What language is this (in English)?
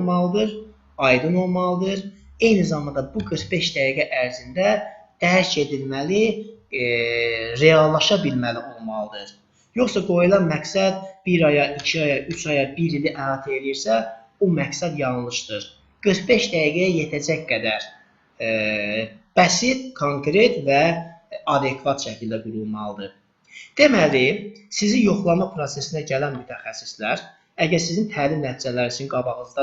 Azerbaijani